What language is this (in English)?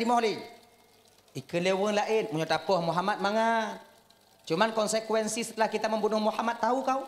Achinese